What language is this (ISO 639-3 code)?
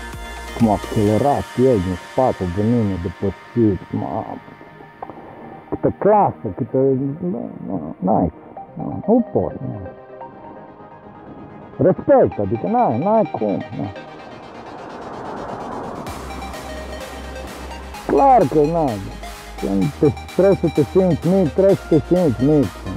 ron